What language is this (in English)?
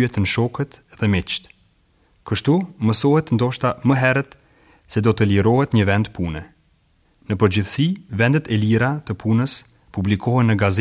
Albanian